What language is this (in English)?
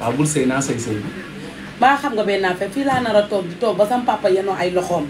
Wolof